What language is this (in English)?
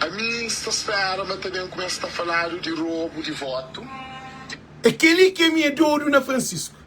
Kabuverdianu